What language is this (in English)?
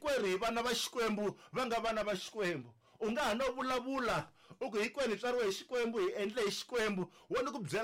Tsonga